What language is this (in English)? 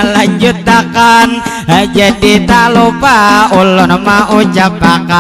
Banjar